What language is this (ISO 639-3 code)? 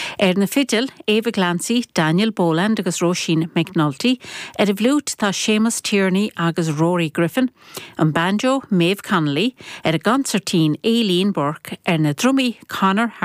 gle